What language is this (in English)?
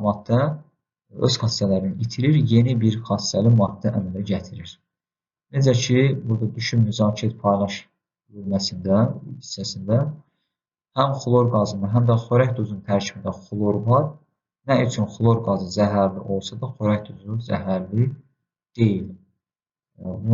Azerbaijani